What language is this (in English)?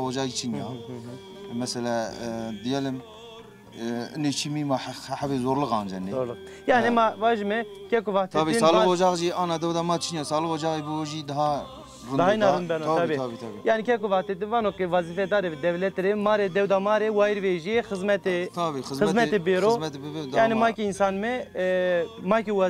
Zaza